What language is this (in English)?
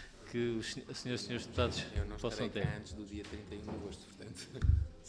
Portuguese